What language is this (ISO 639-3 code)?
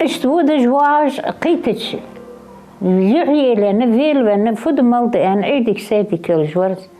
inh